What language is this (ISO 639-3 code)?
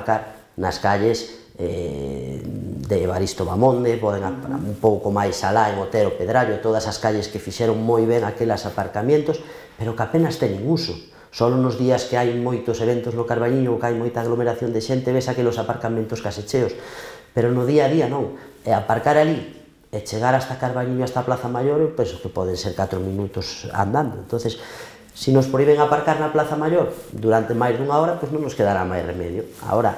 glg